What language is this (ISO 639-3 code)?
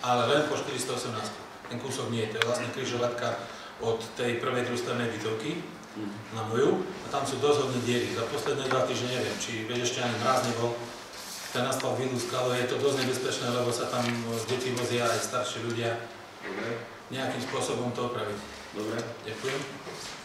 slk